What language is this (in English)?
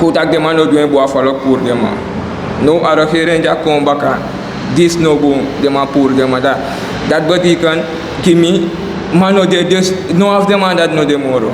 Sranan Tongo